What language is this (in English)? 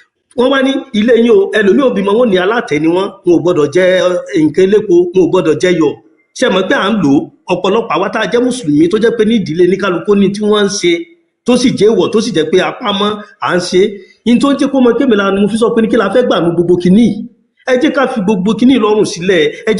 Yoruba